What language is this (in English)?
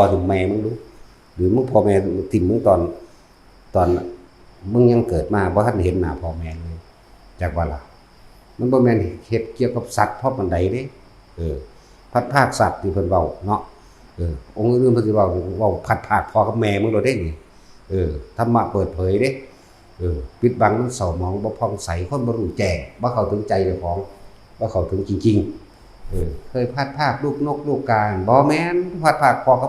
Northeastern Thai